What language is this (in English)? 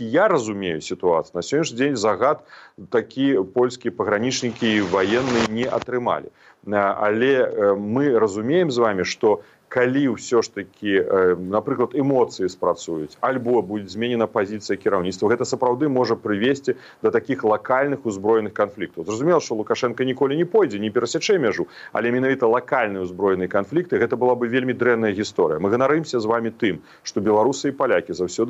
Belarusian